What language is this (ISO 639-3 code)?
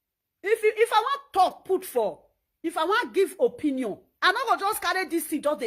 pcm